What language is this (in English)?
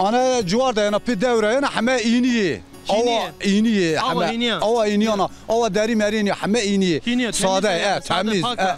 Zaza